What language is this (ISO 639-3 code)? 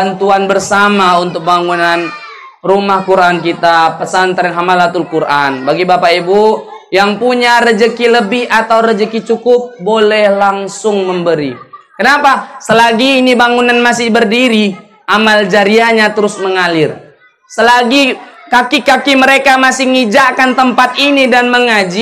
ind